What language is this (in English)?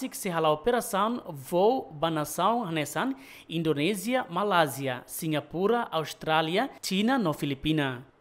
Tetum